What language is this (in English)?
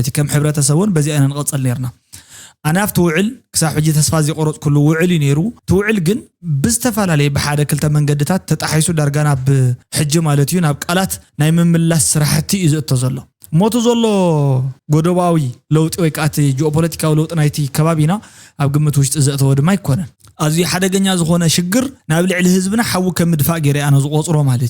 Tigrinya